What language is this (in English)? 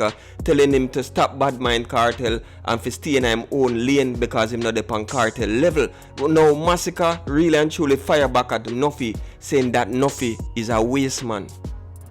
Jamaican Creole English